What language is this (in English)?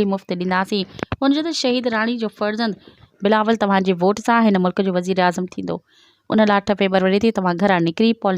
Sindhi